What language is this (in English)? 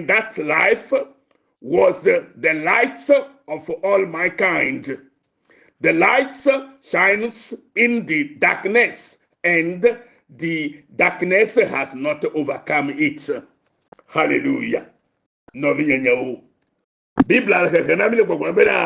Ewe